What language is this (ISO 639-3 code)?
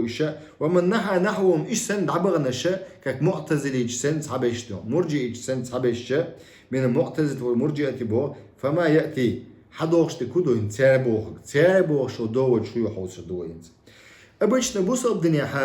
che